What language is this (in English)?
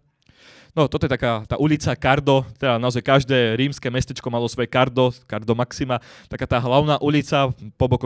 Slovak